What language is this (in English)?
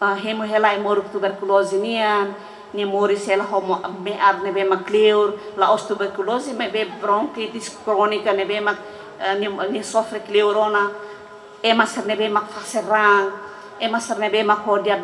Tetum